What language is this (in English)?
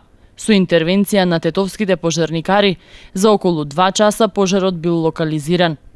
Macedonian